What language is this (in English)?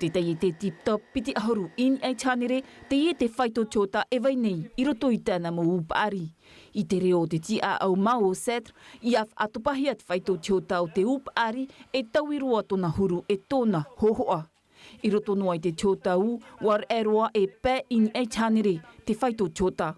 Tahitian